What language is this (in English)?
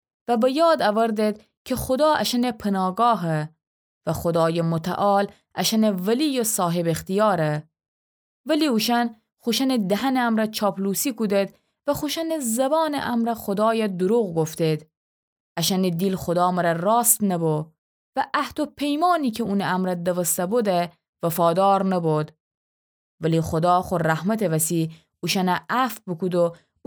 Gilaki